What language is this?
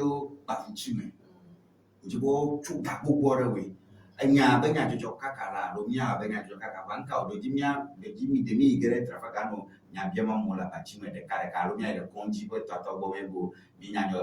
Ewe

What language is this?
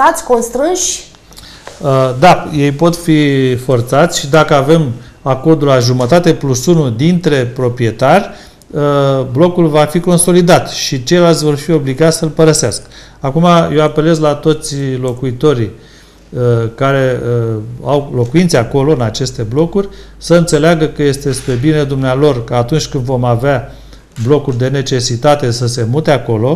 Romanian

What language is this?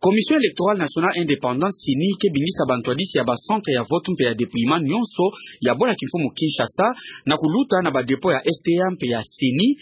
Kituba (Democratic Republic of Congo)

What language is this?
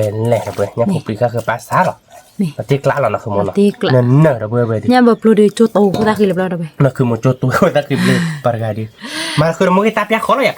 S'gaw Karen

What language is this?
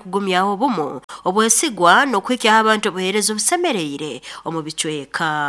Nyankole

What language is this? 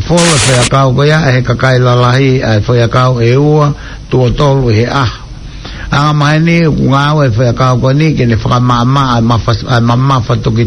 Tongan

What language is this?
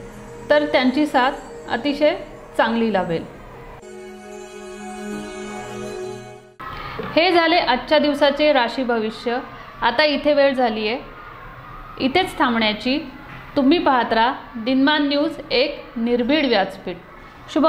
Marathi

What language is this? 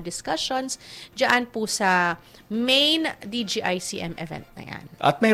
Filipino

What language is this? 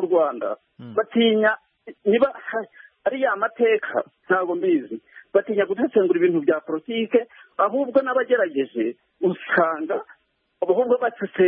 Kinyarwanda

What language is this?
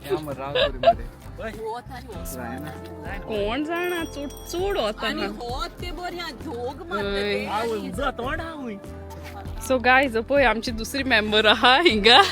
Konkani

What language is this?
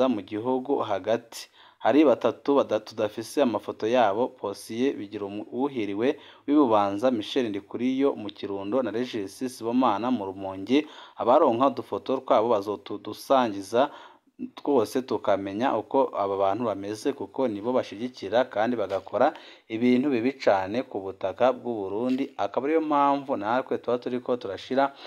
Rundi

